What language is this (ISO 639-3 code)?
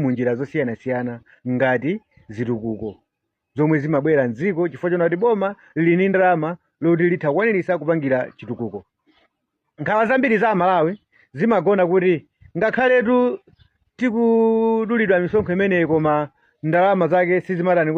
nya